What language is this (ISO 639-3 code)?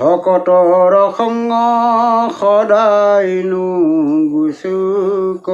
asm